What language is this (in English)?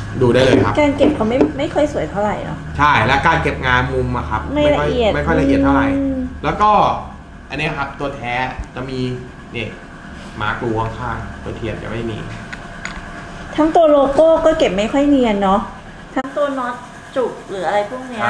Thai